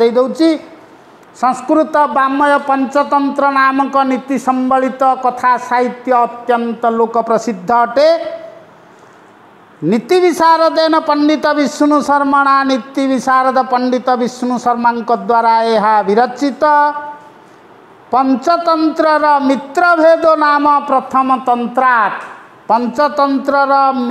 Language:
Odia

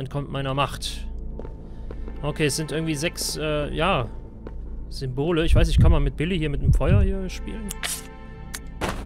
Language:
German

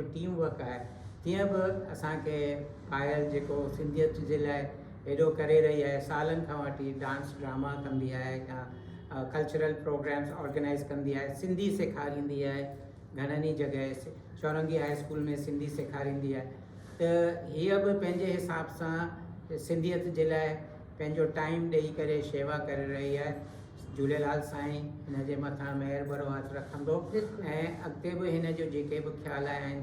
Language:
Sindhi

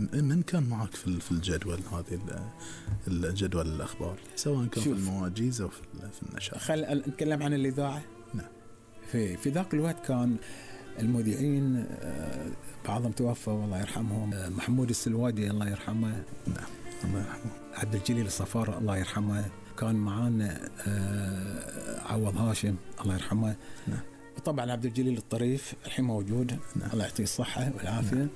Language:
Gulf Arabic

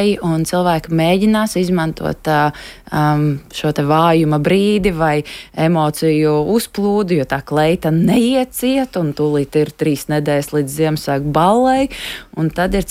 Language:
Latvian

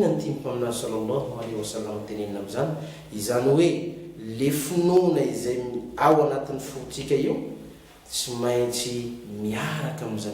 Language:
Malagasy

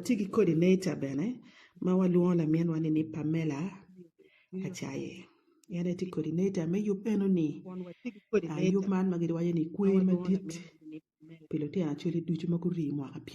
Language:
Acoli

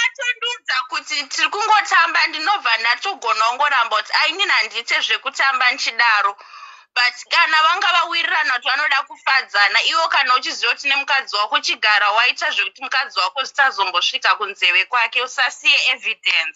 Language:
Shona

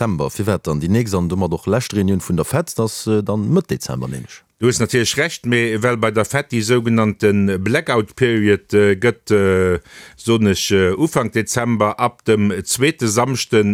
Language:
Luxembourgish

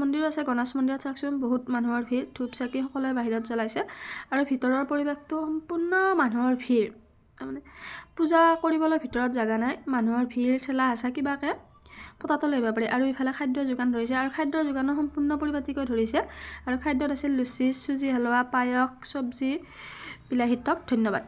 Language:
Assamese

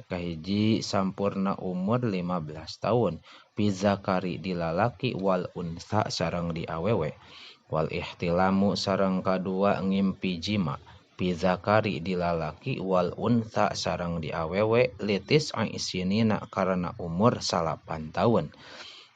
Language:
Sundanese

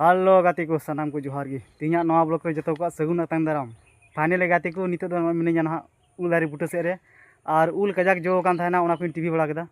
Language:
Santali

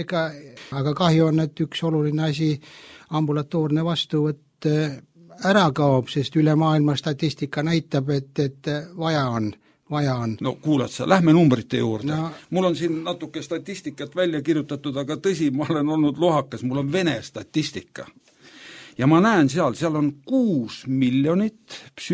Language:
Estonian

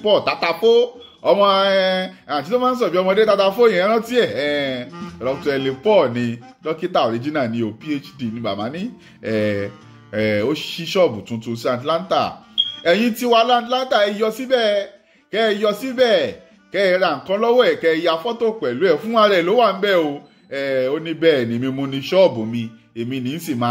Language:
Yoruba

